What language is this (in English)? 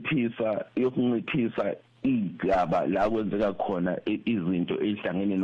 Zulu